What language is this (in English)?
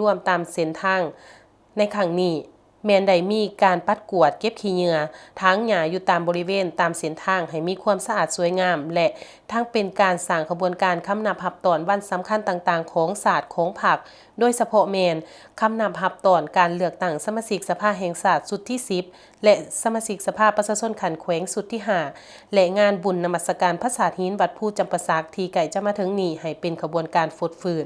Lao